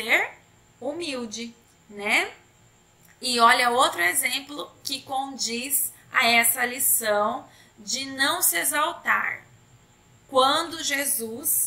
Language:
Portuguese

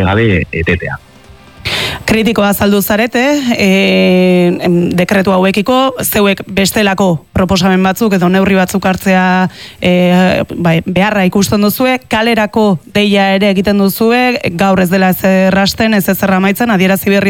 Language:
Basque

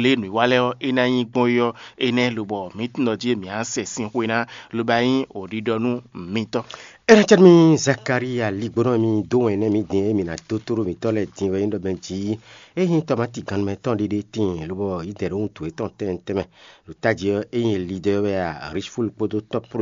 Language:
Fon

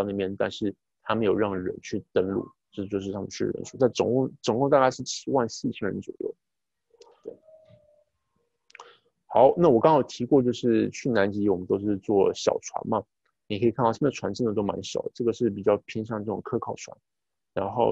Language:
Chinese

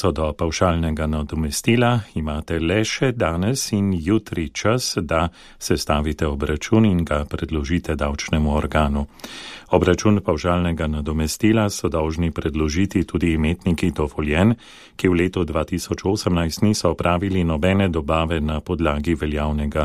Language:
Slovenian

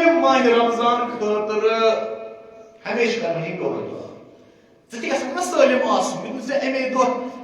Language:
Kashmiri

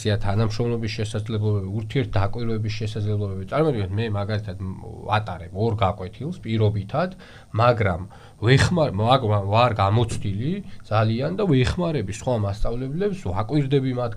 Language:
Georgian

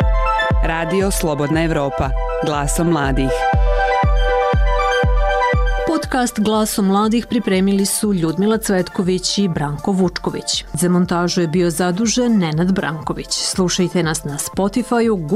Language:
Serbian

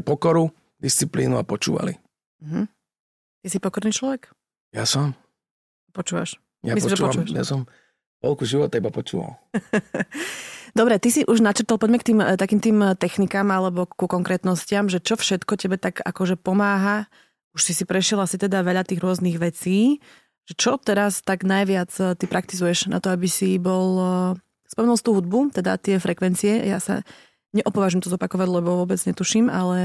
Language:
Slovak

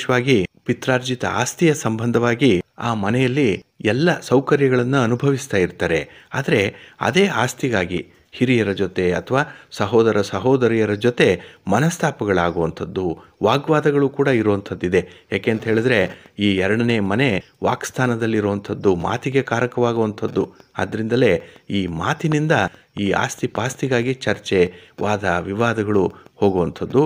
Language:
Kannada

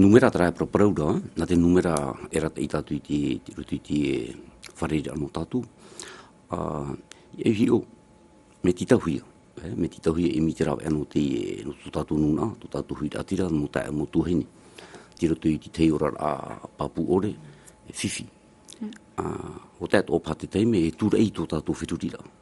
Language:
Tahitian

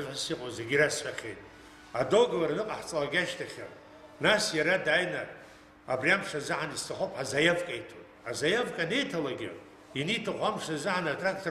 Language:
Abkhazian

